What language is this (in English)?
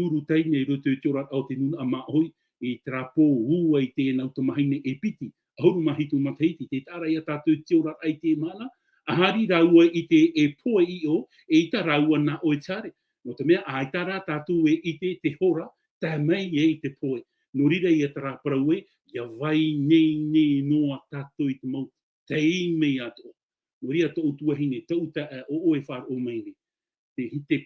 Tahitian